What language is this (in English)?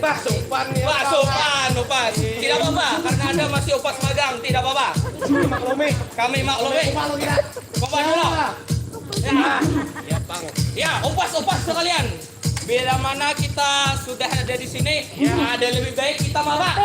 Banjar